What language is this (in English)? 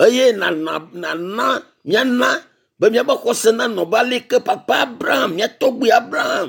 Ewe